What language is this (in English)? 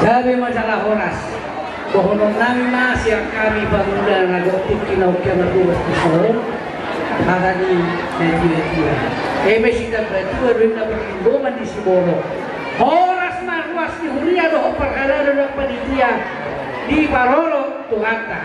Batak Toba